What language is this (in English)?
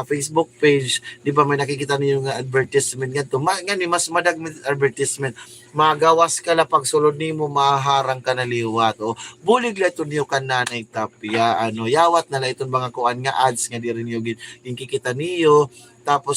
Waray